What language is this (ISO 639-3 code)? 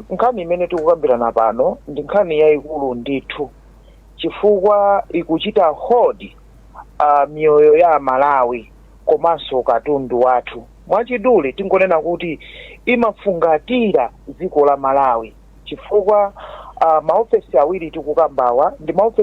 nya